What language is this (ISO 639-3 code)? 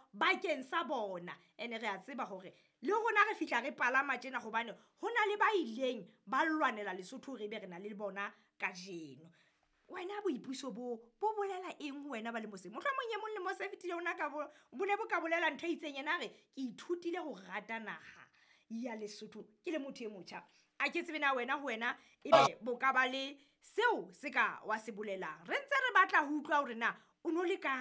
sot